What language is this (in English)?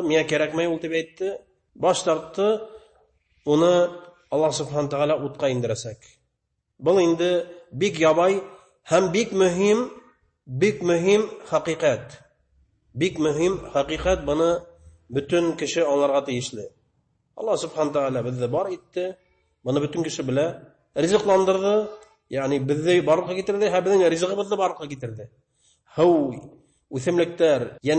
Bashkir